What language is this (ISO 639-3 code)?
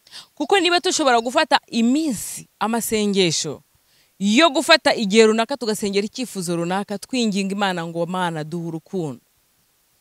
kin